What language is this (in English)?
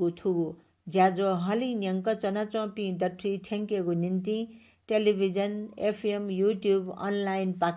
Newari